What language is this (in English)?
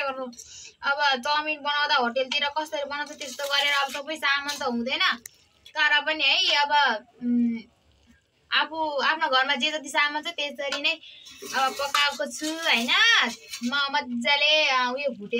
Nepali